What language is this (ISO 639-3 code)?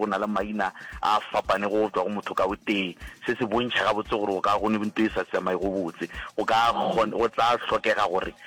nso